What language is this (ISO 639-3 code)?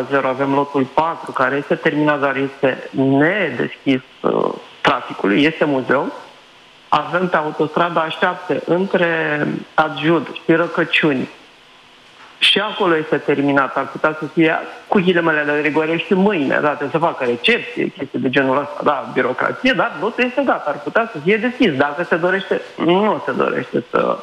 ron